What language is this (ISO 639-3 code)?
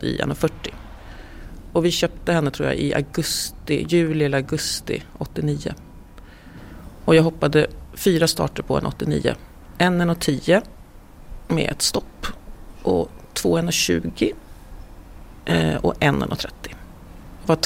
swe